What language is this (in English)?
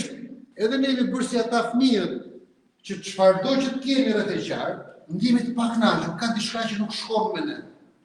Albanian